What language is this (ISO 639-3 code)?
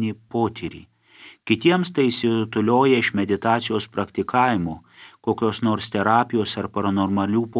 lit